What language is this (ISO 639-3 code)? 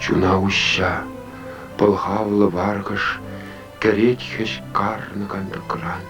chv